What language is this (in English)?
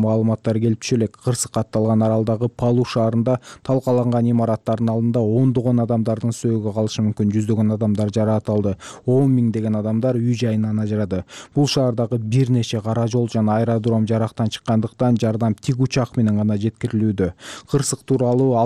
Kyrgyz